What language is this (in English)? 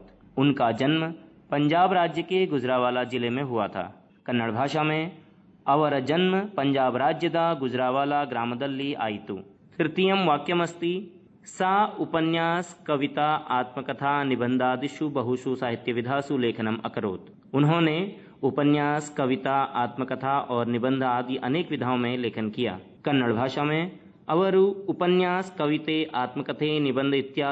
Sanskrit